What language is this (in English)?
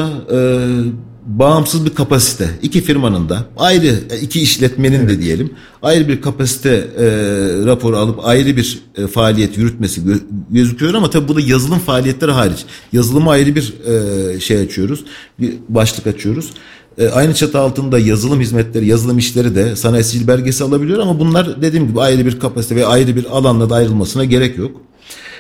Turkish